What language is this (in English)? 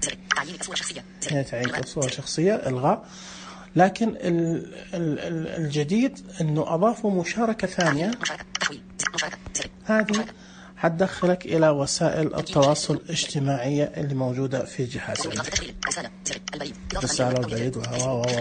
Najdi Arabic